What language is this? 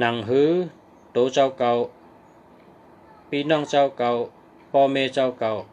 Shan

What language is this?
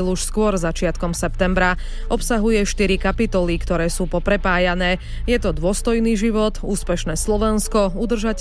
Slovak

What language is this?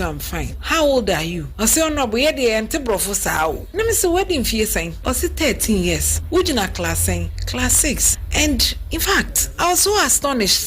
Akan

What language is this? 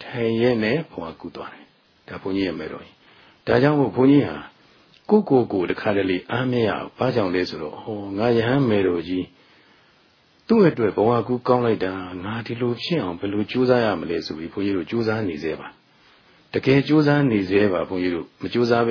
Burmese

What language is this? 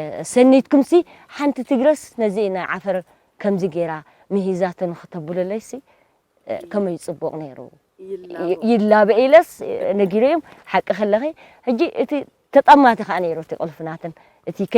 Tigrinya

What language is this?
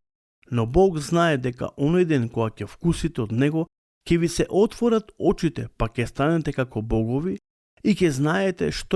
Macedonian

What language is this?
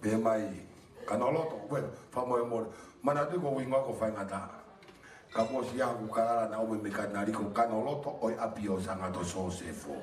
Tongan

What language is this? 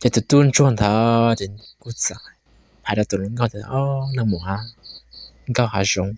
Hmong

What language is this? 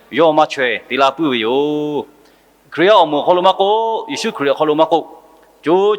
Lahu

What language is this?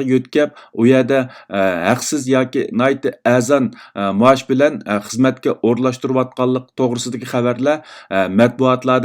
Uyghur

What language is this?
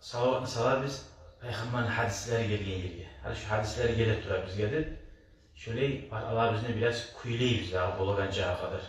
Kumyk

